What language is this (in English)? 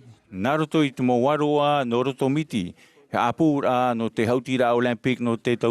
Tahitian